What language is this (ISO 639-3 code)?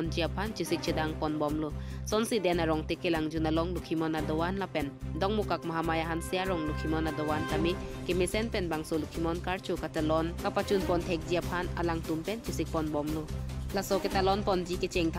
mjw